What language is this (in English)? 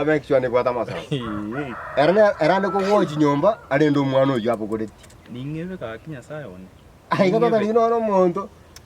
Gusii